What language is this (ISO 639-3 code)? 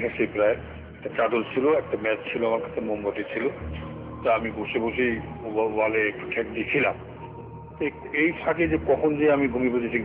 ben